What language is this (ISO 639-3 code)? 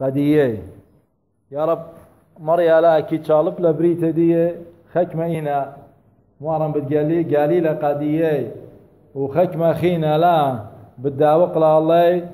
aii